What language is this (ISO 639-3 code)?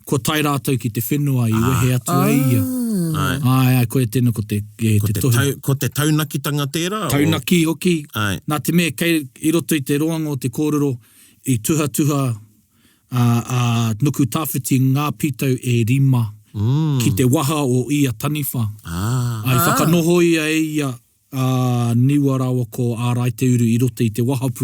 mri